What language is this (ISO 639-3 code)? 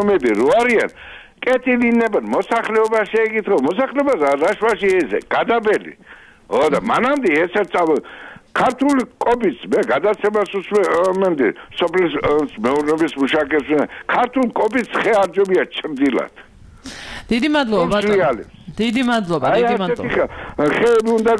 kat